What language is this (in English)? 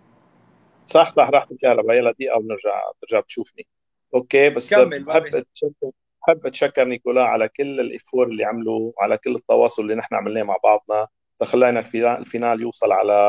North Levantine Arabic